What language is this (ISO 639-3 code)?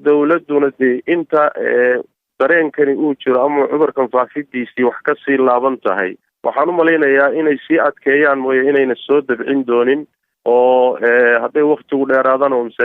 som